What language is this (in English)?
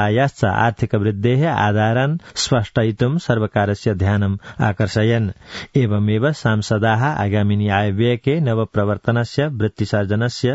Sanskrit